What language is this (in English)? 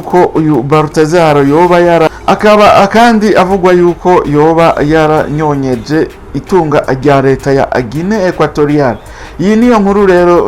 Rundi